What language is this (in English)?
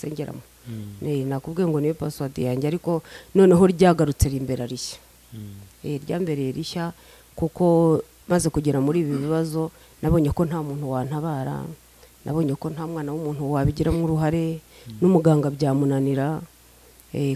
Kinyarwanda